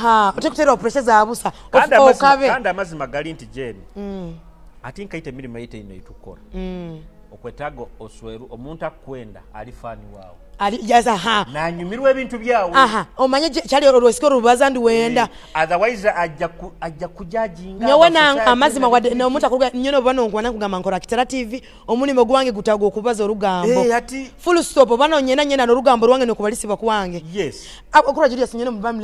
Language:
Nyoro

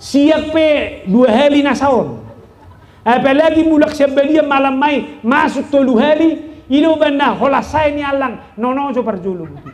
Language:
Batak Toba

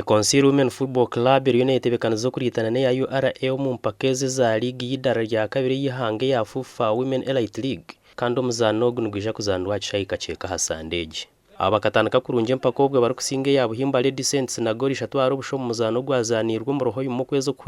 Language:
Nyankole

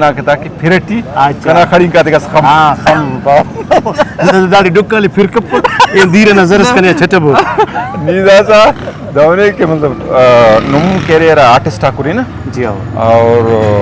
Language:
Brahui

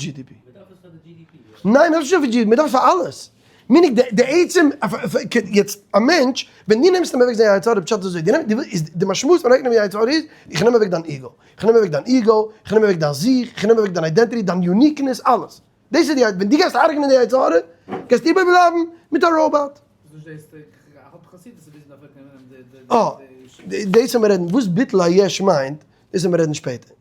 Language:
Yiddish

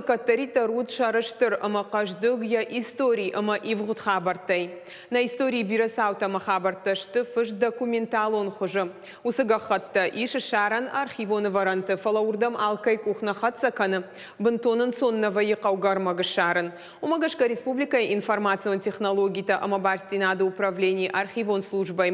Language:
Ossetic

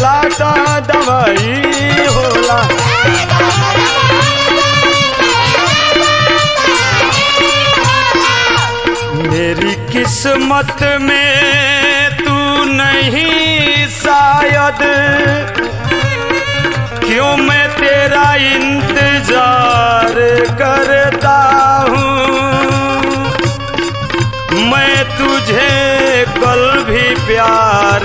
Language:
Bhojpuri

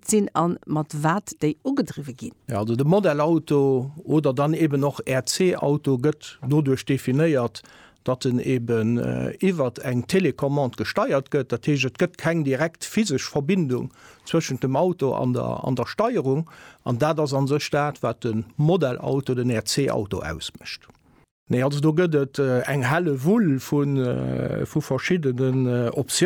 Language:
Luxembourgish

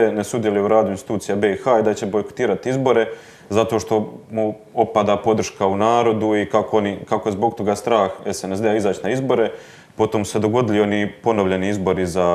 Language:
Croatian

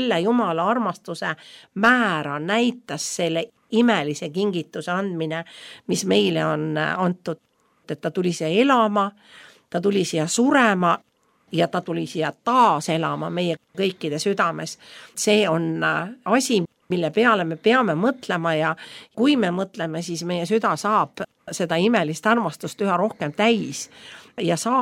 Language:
Estonian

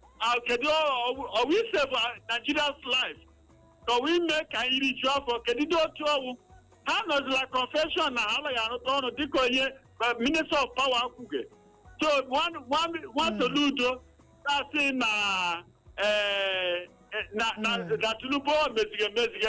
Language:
Igbo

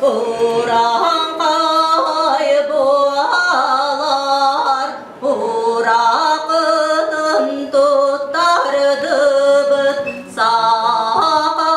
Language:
Yakut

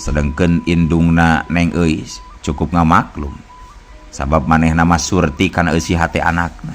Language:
Sundanese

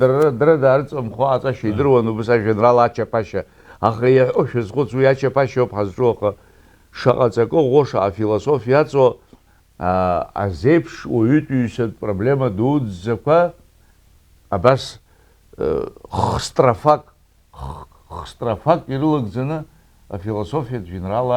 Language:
Abkhazian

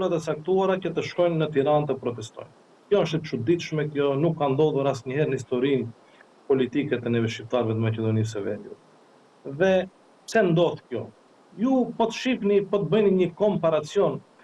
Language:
Albanian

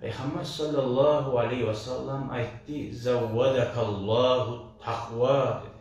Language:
Kumyk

